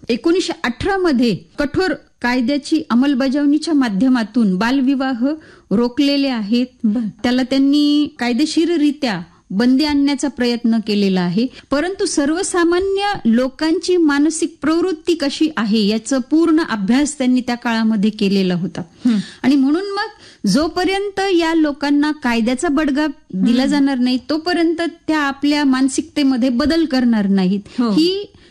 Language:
Marathi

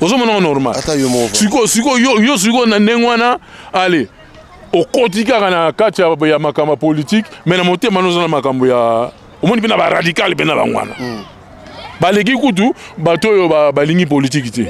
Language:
Lingala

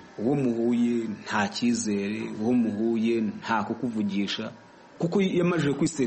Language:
Kinyarwanda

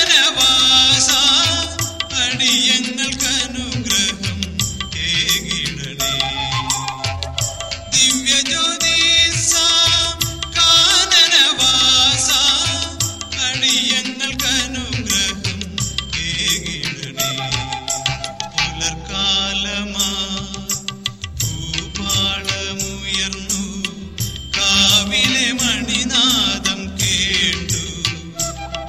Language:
Malayalam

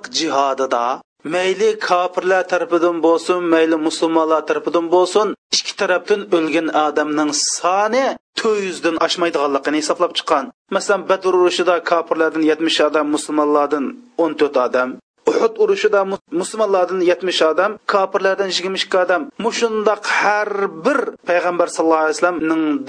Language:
Uyghur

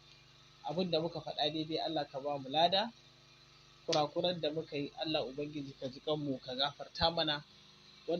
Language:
Hausa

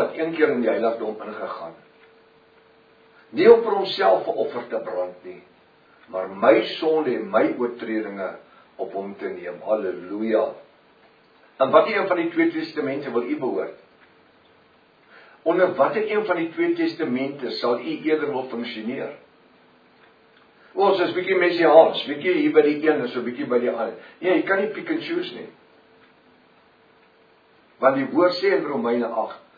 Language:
Afrikaans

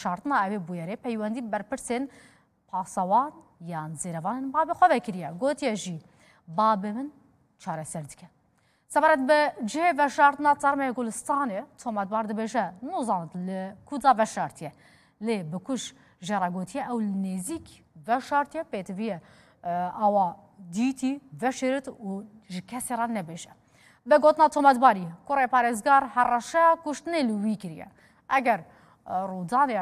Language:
Kurdish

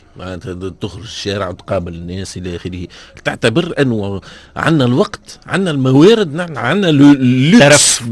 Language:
Tunisian Arabic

